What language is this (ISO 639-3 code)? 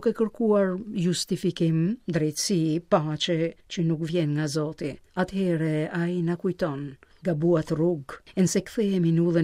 sqi